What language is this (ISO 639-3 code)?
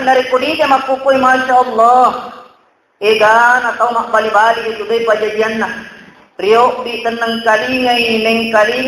bug